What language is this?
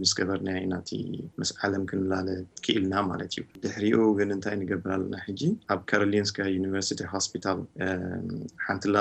Tigrinya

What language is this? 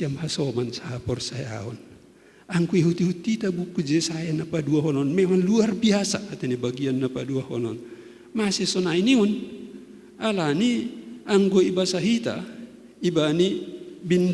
Batak Simalungun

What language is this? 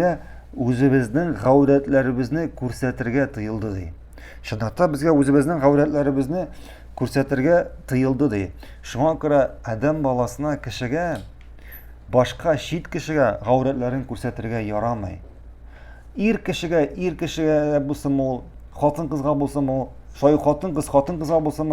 Tatar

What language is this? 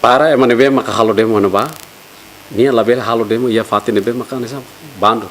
Tetum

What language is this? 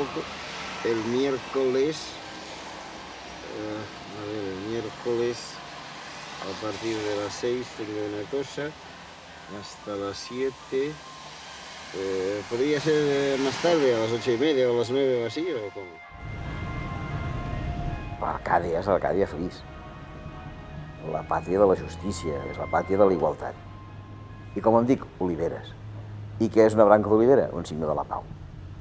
Catalan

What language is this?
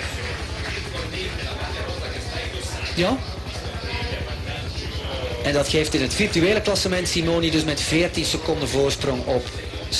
Dutch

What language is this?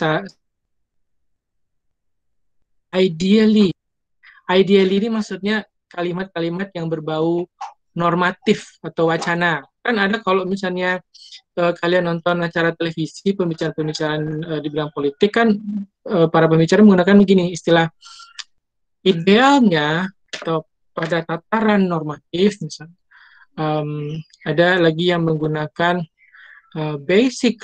Indonesian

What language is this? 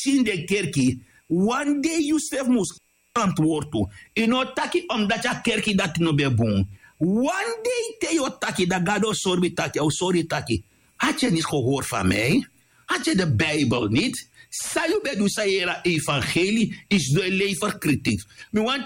Sranan Tongo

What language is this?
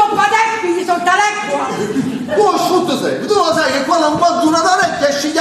Neapolitan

